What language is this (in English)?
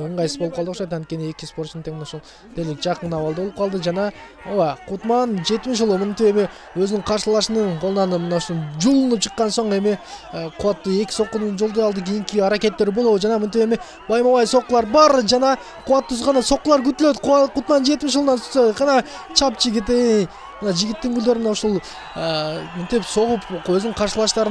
Kyrgyz